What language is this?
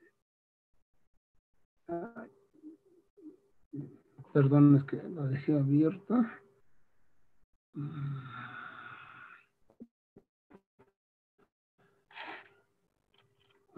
Spanish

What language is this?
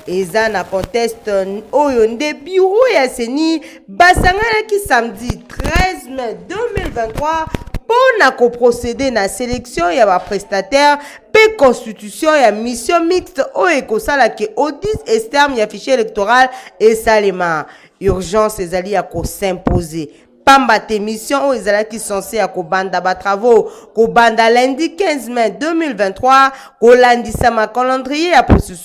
Lingala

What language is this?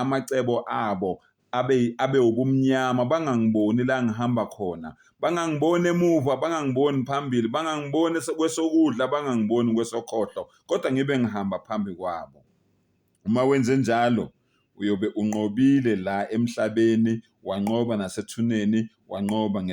Zulu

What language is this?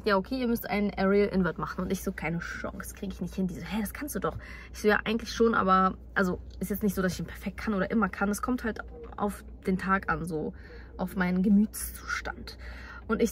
German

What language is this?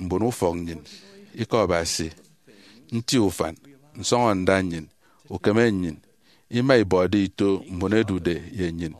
Efik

